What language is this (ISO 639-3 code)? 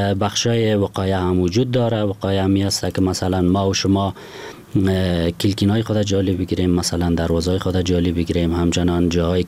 fas